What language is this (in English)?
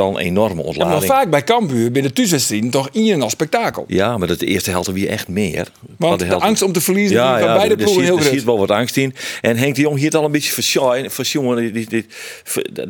Western Frisian